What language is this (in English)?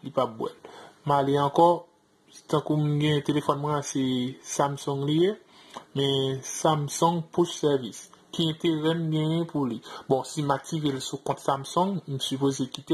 Haitian Creole